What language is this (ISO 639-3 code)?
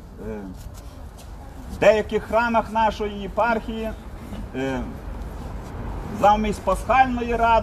ukr